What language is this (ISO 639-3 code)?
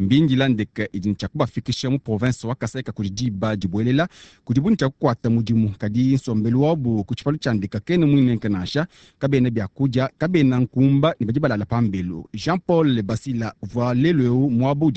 lua